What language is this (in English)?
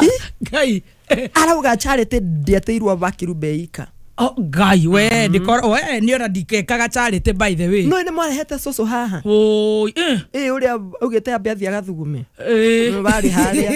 Kikuyu